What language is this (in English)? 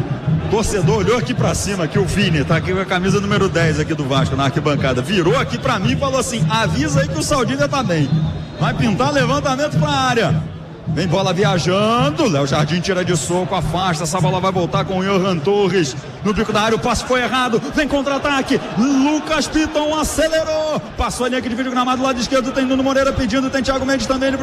Portuguese